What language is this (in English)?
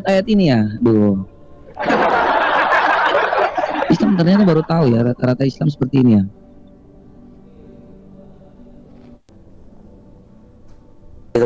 Indonesian